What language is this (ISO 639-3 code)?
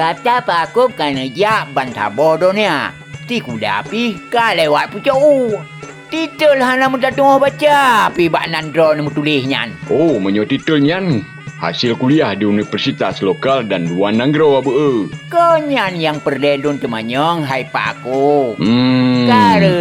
ace